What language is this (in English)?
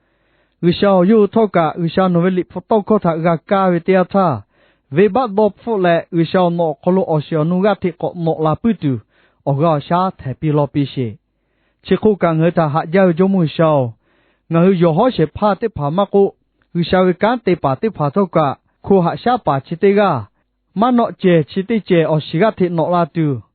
Lahu